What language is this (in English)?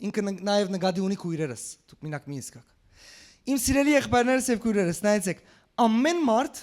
Western Armenian